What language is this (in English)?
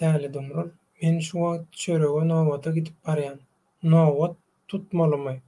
Turkmen